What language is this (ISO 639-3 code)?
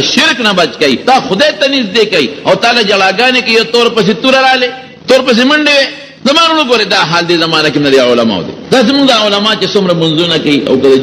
pus